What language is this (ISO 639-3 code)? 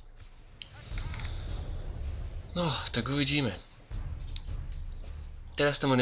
slk